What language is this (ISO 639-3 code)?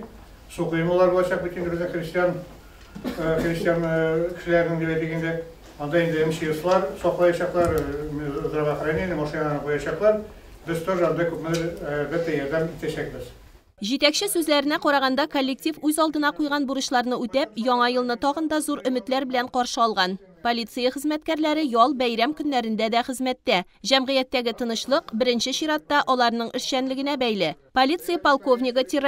tat